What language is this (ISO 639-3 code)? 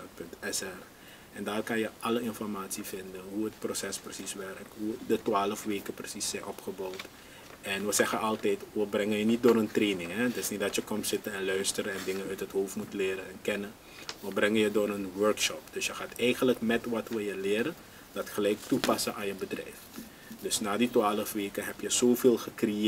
nld